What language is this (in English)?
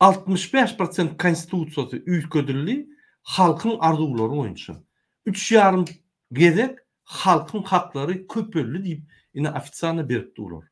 Turkmen